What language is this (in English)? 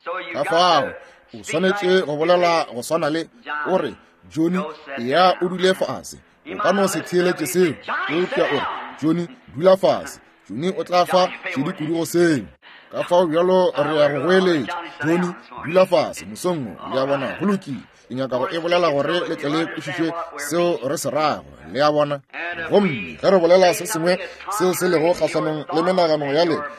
Northern Sotho